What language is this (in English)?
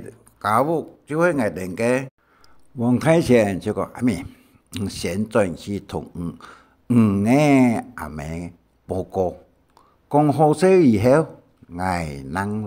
Hakka Chinese